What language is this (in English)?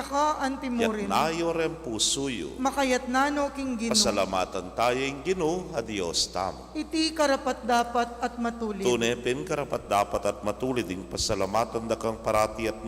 Pampanga